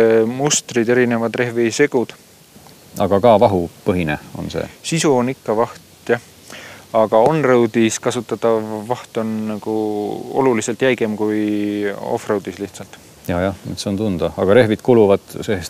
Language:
Estonian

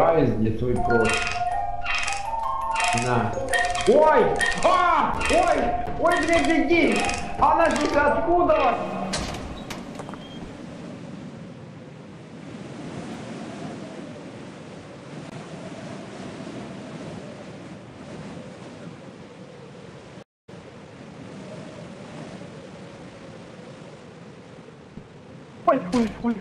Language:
Russian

